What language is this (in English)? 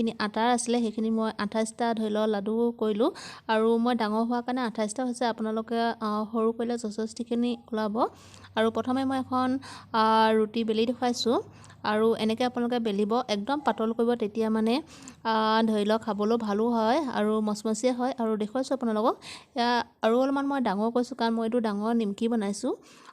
Assamese